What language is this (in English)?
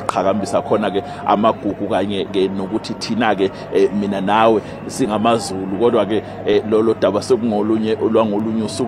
Zulu